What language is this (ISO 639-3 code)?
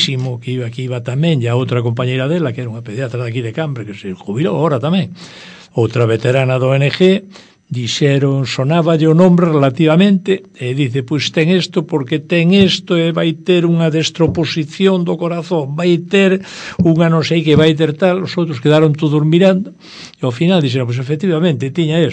glg